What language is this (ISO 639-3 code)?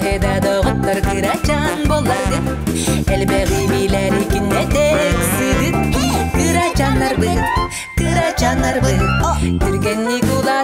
sah